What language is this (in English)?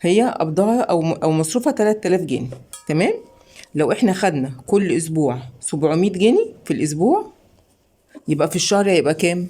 Egyptian Arabic